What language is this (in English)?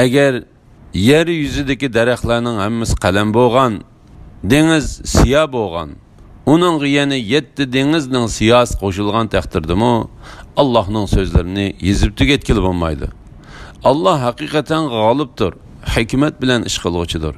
Uyghur